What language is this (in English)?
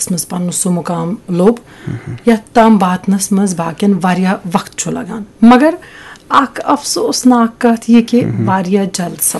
Kashmiri